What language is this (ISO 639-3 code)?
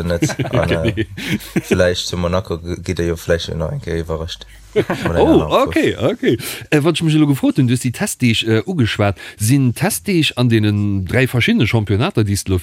ltz